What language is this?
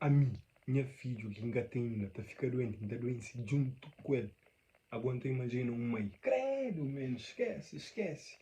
Kabuverdianu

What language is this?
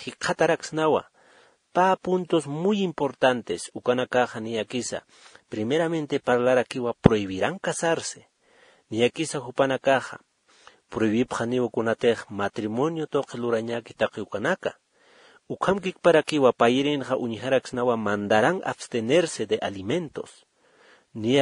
Aymara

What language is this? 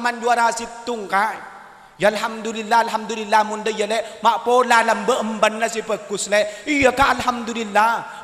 Madurese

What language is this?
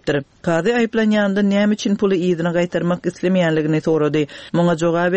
Turkmen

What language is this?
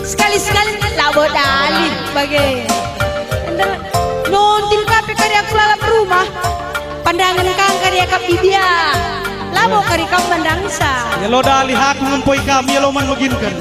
Batak Karo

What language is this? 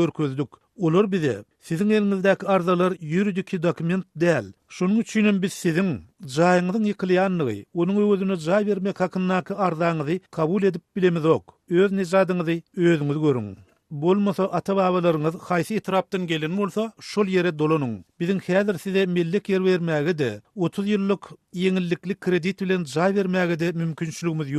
Turkmen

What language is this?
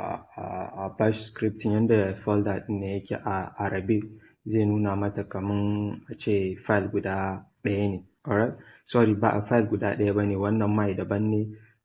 Hausa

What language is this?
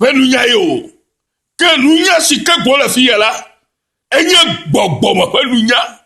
Ewe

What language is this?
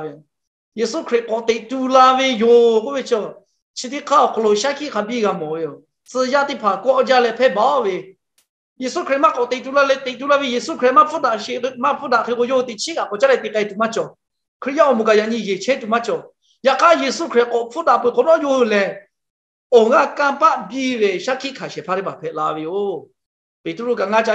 Lahu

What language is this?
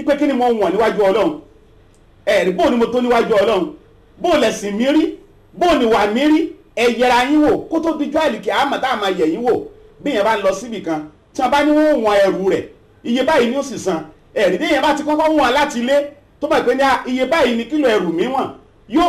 Yoruba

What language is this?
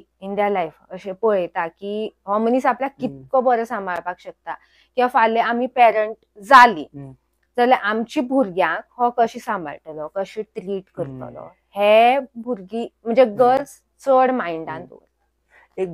Konkani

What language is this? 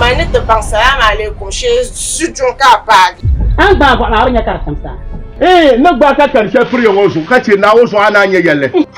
Dagbani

